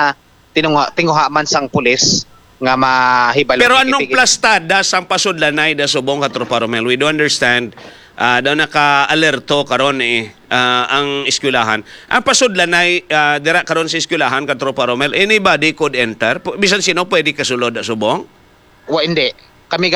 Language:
Hiligaynon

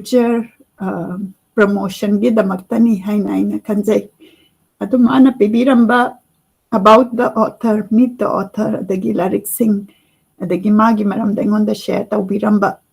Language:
Manipuri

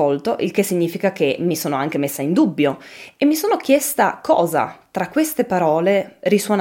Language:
Italian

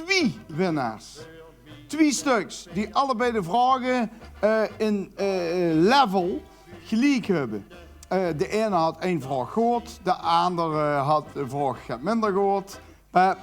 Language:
Limburgish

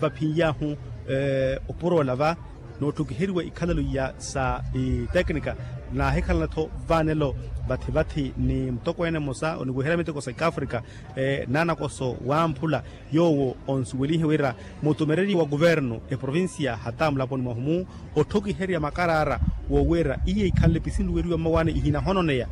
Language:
Makhuwa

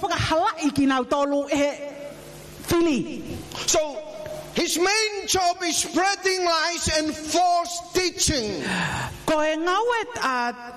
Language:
Tongan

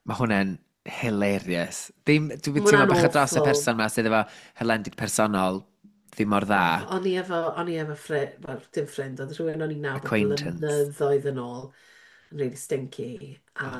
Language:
Welsh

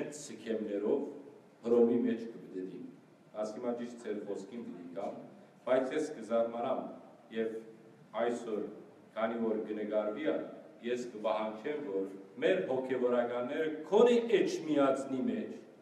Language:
Western Armenian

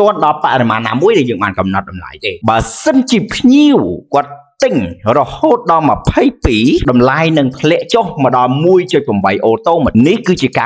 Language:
Khmer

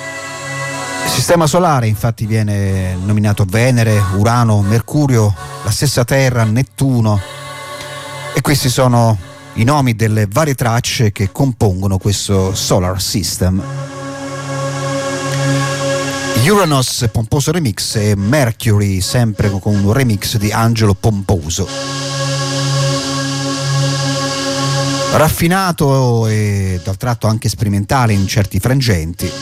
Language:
Italian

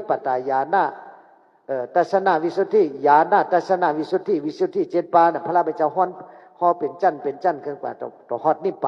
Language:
Shan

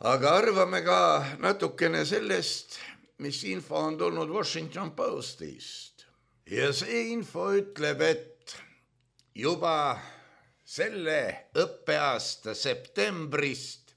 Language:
Estonian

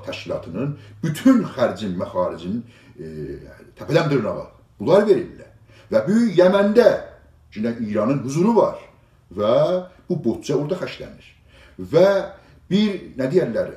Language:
South Azerbaijani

